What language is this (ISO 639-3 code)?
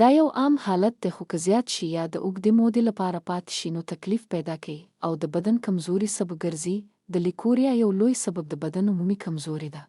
pus